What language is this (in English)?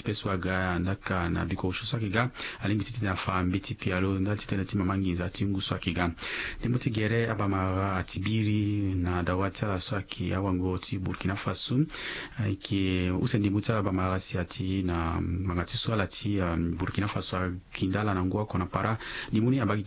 Sango